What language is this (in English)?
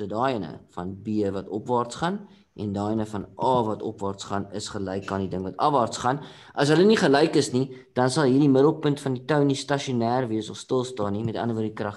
Afrikaans